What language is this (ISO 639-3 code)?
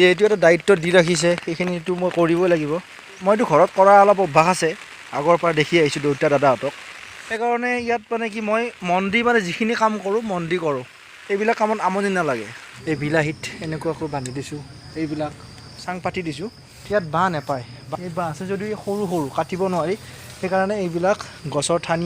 asm